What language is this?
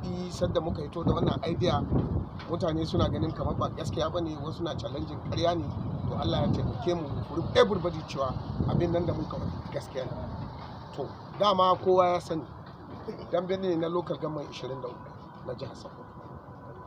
Hausa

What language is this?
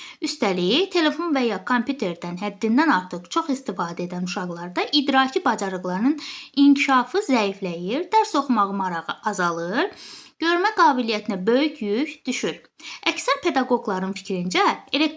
Azerbaijani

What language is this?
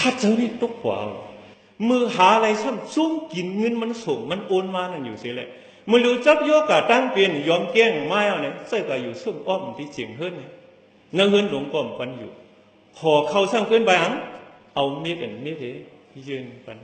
Shan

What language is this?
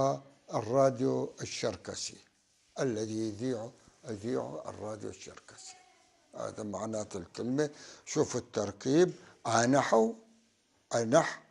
North Levantine Arabic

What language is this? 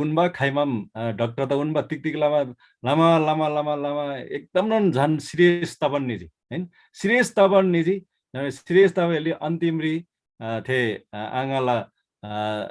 Eastern Tamang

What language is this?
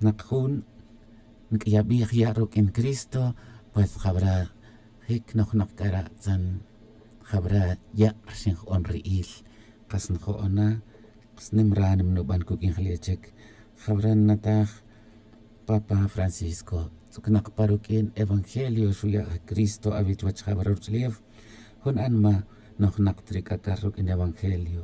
Tz'utujil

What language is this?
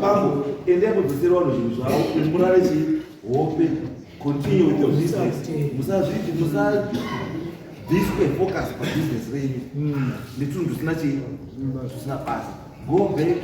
Shona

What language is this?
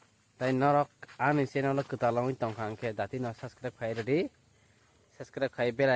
Kok Borok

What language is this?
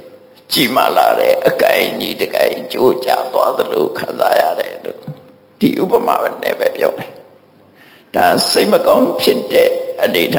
Burmese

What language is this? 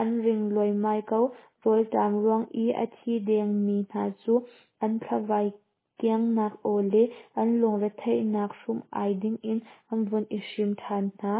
Hakha Chin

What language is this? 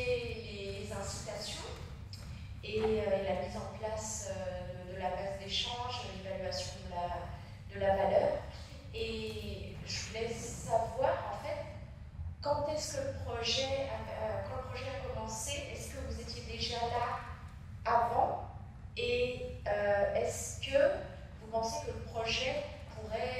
French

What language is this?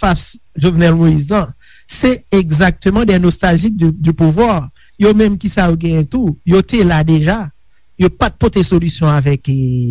Haitian Creole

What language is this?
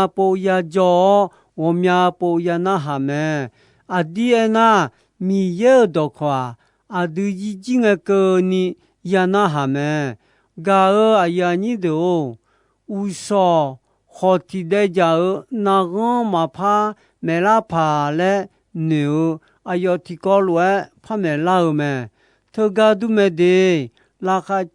Akha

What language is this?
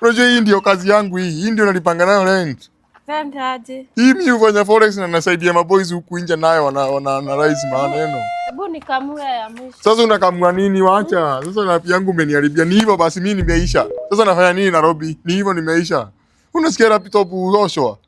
Swahili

